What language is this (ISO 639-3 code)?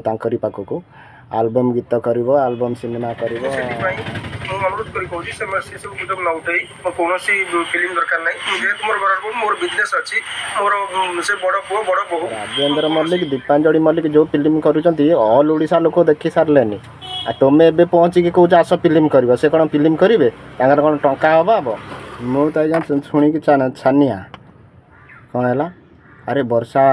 ori